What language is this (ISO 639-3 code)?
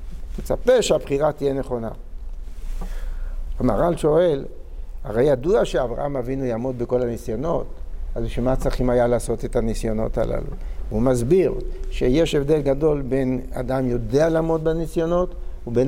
heb